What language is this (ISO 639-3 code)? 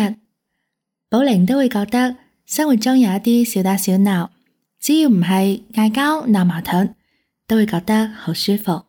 yue